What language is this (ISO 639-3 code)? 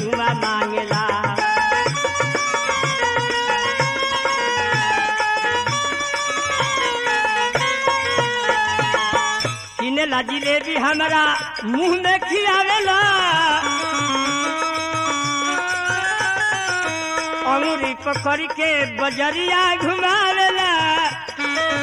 bho